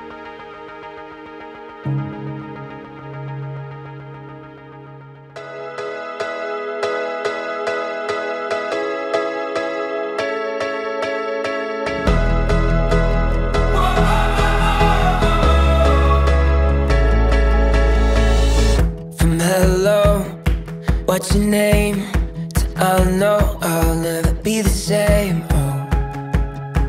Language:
Afrikaans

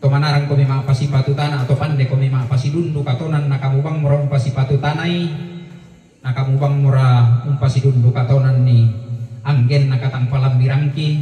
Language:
Toraja-Sa'dan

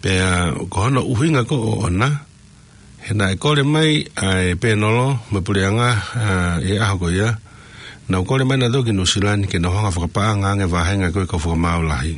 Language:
Tongan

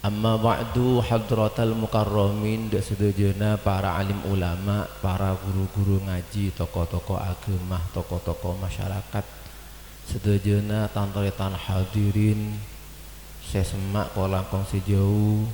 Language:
Madurese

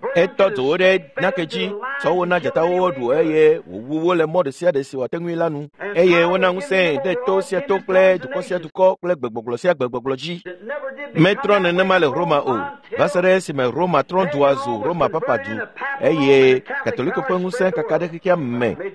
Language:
Ewe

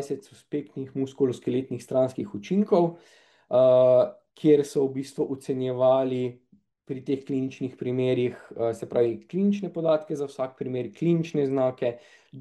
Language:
Slovenian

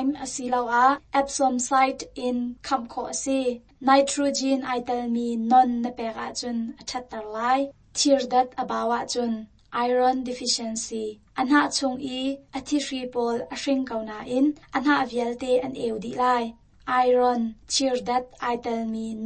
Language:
Hakha Chin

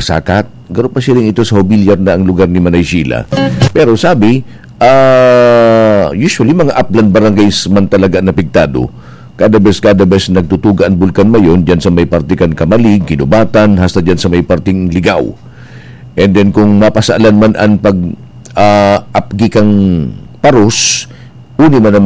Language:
Bikol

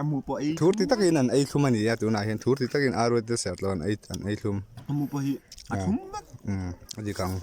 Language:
Mizo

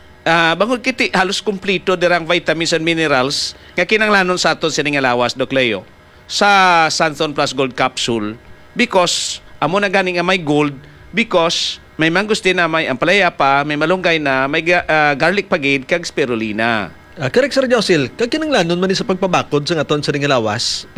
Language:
Hiligaynon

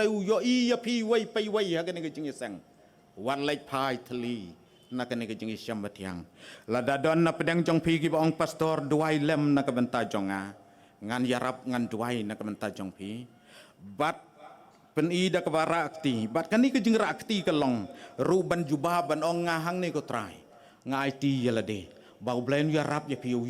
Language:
Khasi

